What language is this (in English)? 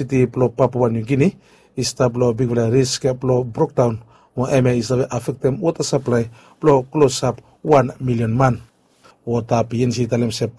Bislama